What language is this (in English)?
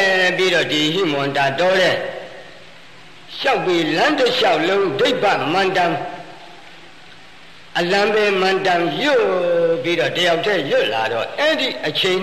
Burmese